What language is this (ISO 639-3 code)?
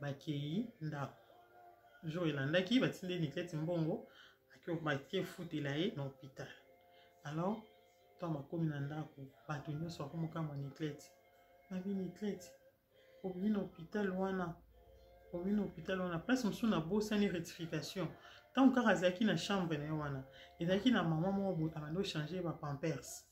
lin